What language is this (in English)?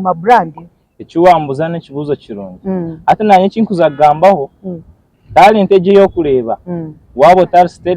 Nyankole